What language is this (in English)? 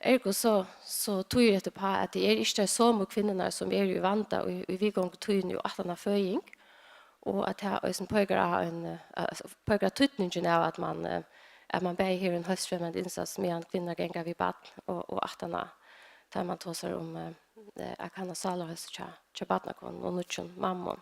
Faroese